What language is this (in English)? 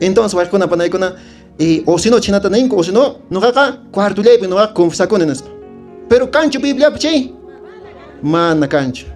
Quechua